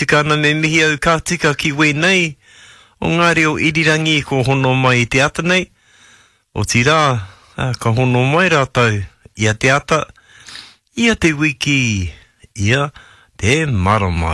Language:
Māori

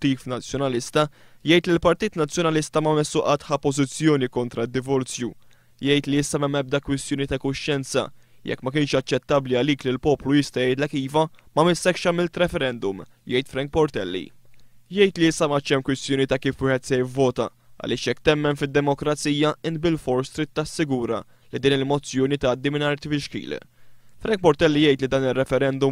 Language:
Maltese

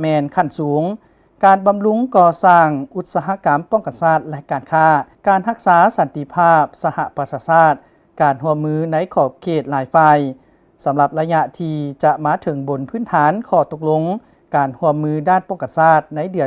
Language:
Lao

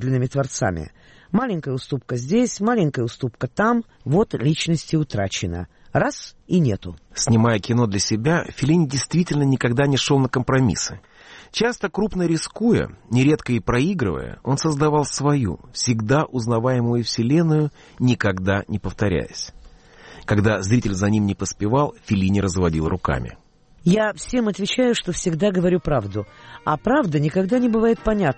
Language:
Russian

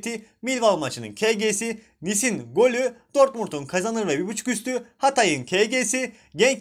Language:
Turkish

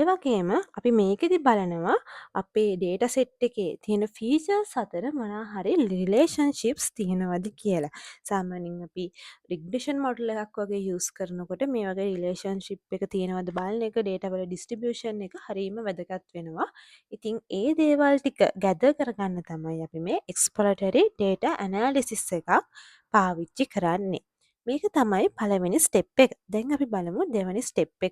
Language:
Sinhala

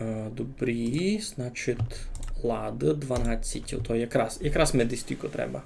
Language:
Rusyn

